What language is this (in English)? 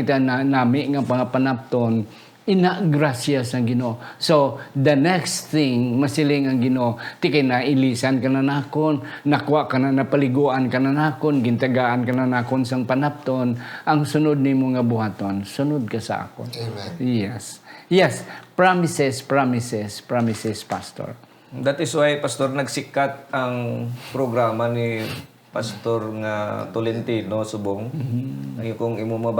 Hiligaynon